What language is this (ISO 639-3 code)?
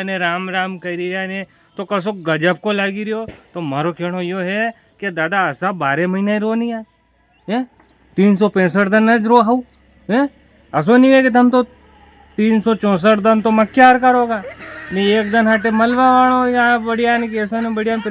raj